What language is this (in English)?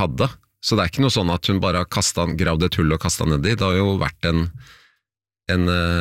Norwegian